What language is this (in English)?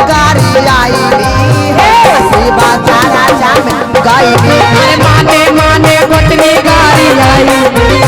Magahi